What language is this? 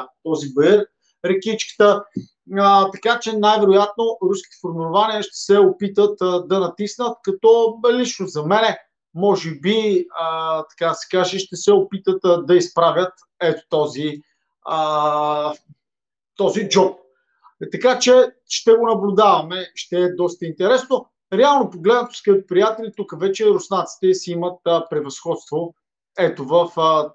Bulgarian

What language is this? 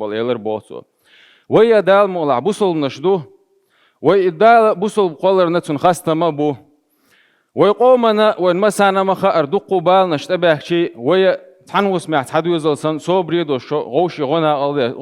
Chechen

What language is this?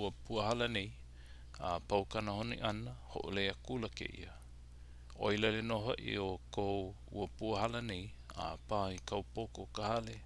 Hawaiian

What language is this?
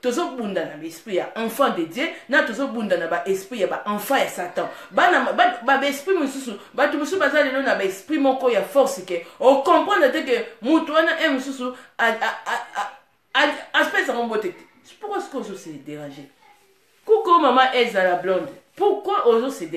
Lingala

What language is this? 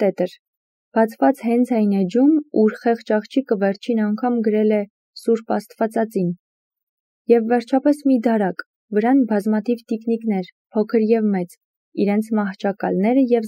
Armenian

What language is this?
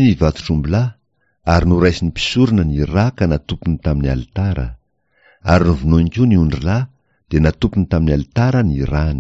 Malagasy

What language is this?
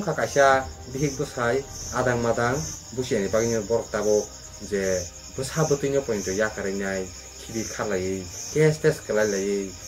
Kok Borok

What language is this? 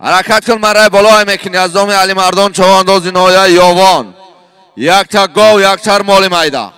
Tajik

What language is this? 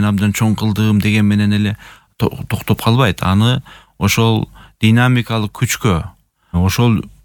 Kyrgyz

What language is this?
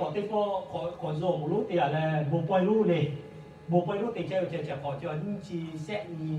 Lahu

